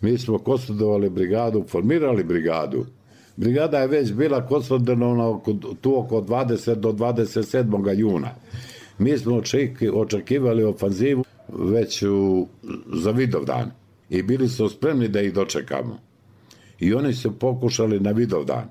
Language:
Bosnian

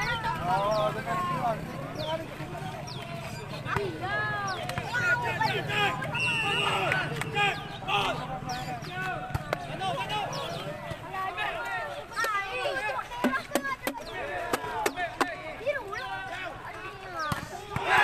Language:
Malay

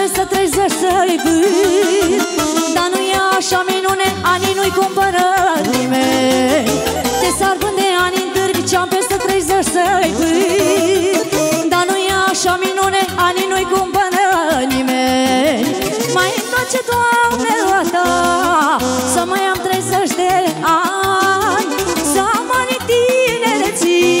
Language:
Romanian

